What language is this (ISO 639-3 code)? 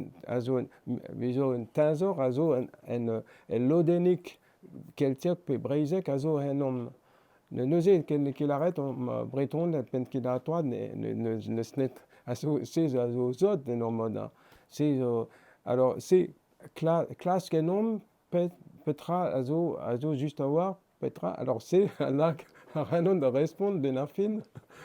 bre